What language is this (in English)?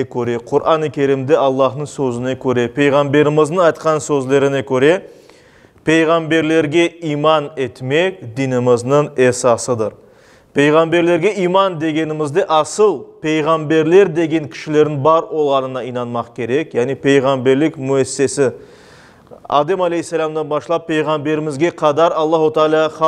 Crimean Tatar